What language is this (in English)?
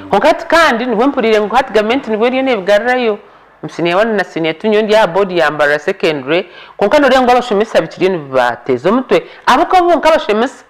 Nyankole